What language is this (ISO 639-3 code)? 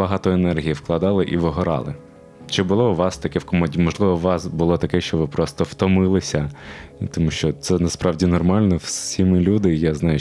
ukr